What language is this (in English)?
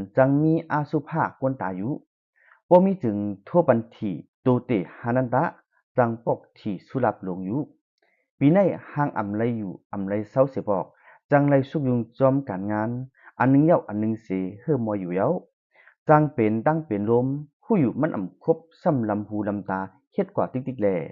Shan